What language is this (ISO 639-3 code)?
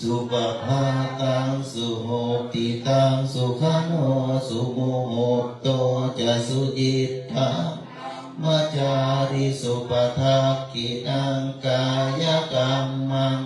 pli